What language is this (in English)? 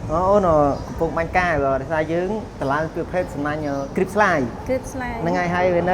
Khmer